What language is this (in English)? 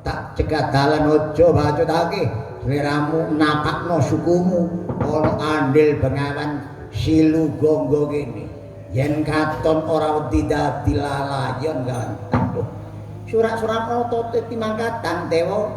Javanese